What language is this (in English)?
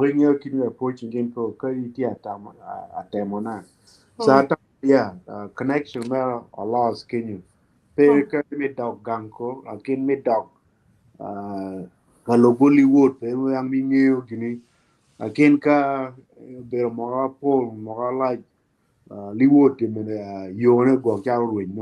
Acoli